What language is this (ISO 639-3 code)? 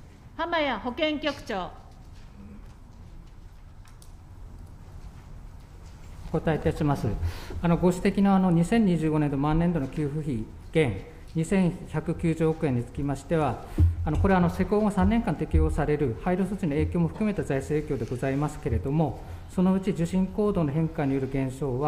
jpn